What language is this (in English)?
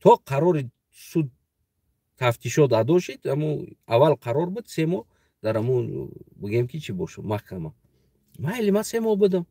Tajik